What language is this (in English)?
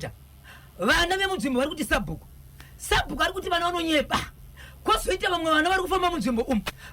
Shona